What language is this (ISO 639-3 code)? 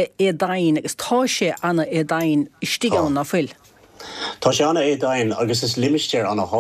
gle